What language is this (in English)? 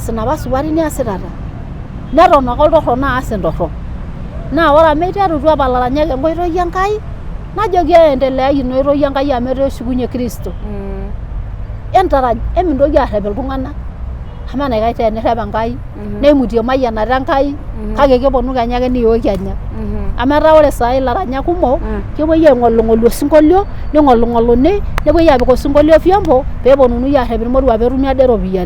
Masai